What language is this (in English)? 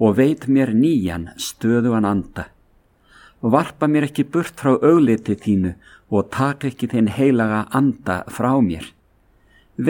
Icelandic